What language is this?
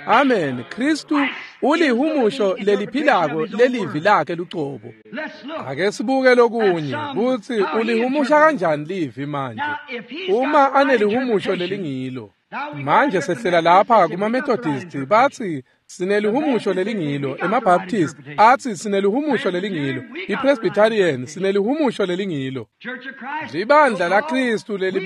Swati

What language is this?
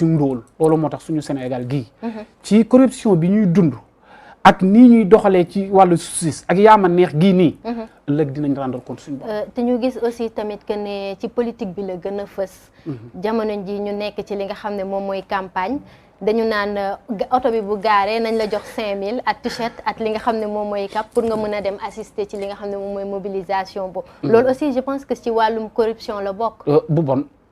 Wolof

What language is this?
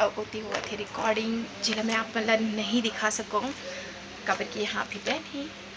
Chhattisgarhi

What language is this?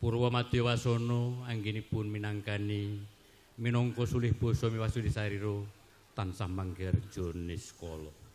Javanese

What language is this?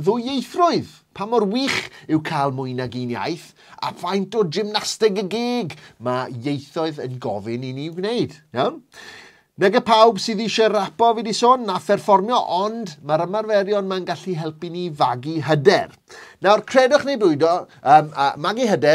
Welsh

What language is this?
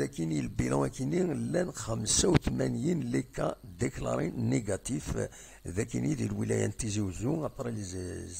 Kabyle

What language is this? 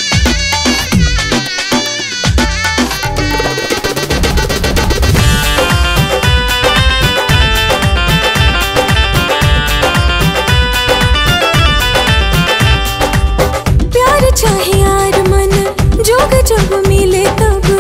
Bhojpuri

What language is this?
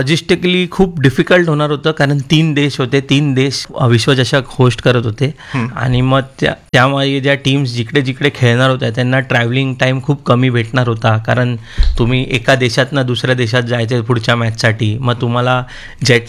Marathi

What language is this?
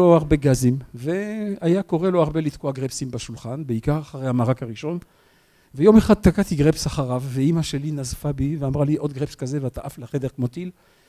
Hebrew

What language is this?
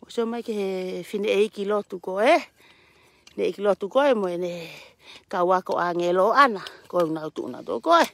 Tongan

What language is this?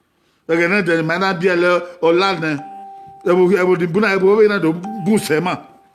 Bini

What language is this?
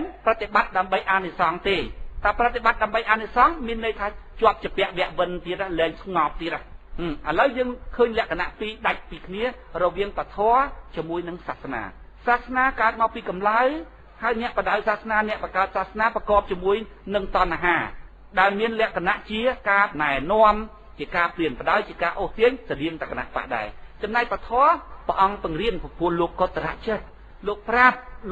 Khmer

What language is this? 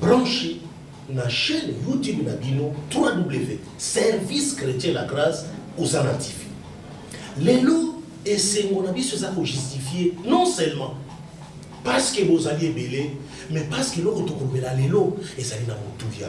Lingala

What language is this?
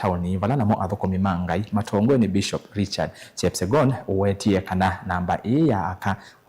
Kamba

